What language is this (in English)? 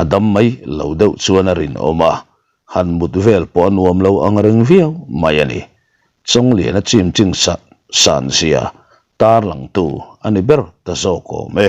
Mizo